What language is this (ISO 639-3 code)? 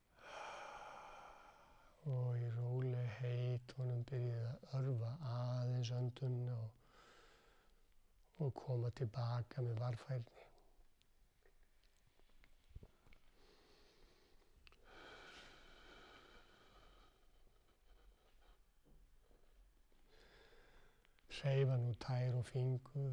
isl